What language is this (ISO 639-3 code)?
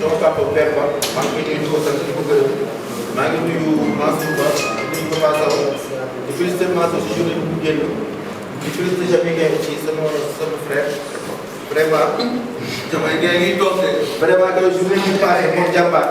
wol